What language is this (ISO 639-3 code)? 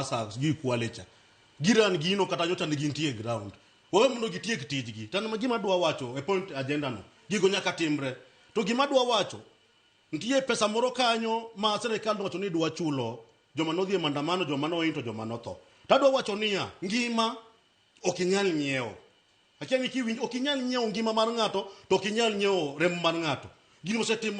luo